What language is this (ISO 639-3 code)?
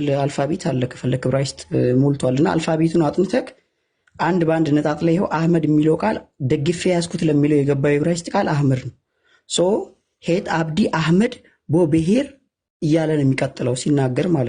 amh